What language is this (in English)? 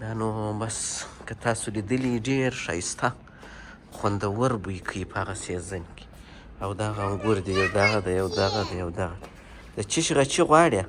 Pashto